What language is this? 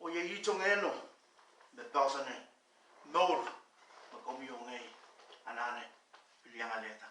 Pohnpeian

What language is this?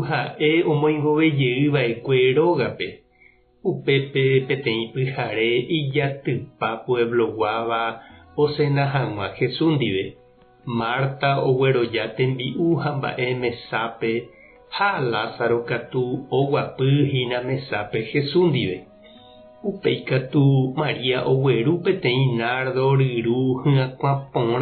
Guarani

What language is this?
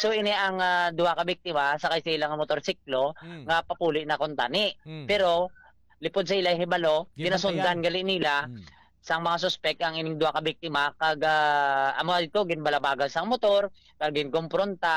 Hiligaynon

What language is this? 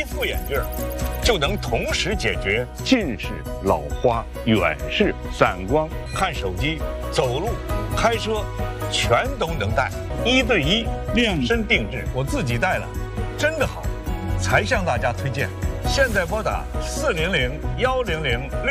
Chinese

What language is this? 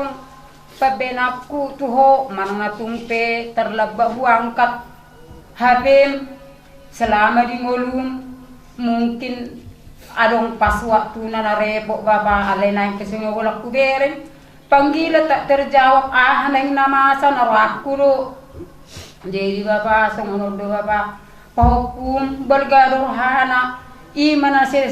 Batak Toba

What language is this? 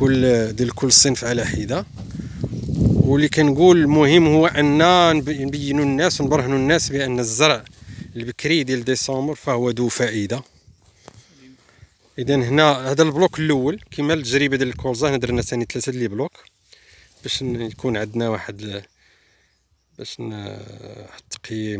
Moroccan Arabic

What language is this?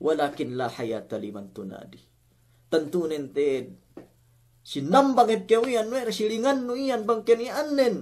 Yakan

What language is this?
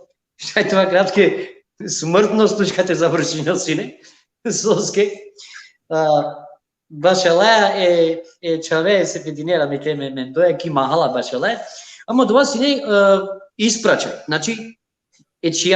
Balkan Romani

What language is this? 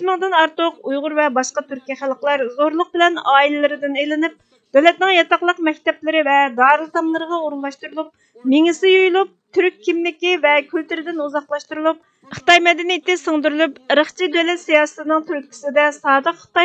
Uyghur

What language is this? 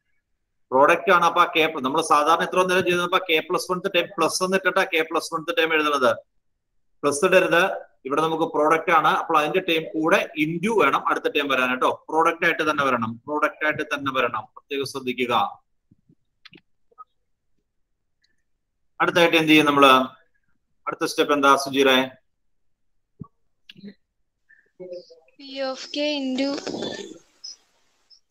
Malayalam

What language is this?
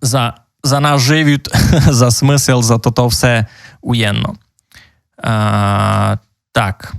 Rusyn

